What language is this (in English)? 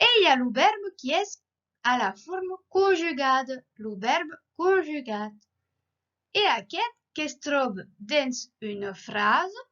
Occitan